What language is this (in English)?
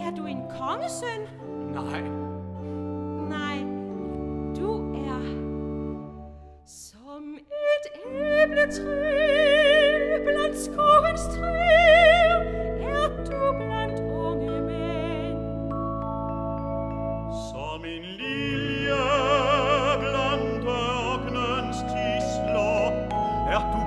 Danish